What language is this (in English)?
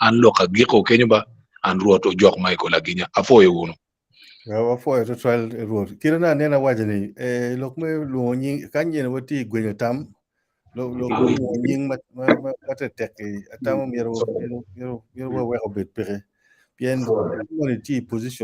Acoli